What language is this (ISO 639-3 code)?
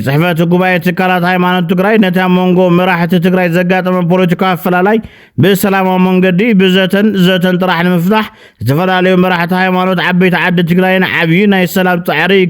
tir